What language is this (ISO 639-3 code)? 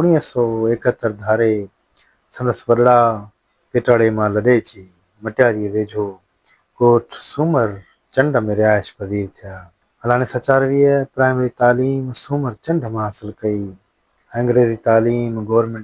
snd